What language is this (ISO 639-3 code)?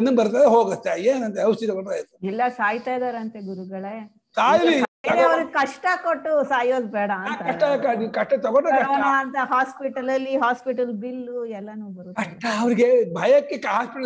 kan